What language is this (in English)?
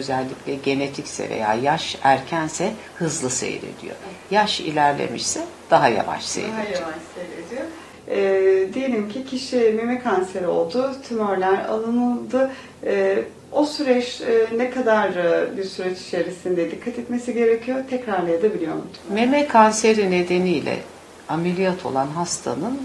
Turkish